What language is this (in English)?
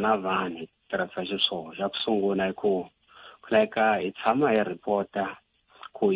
Tsonga